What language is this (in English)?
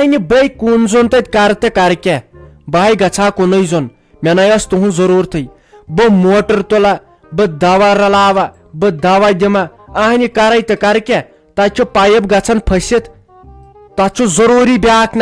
Kashmiri